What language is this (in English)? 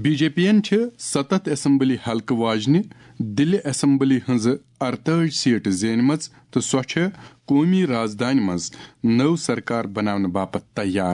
Kashmiri